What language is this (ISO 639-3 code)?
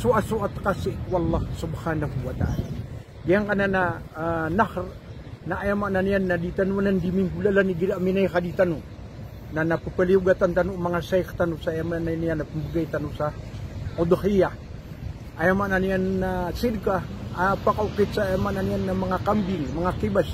mrw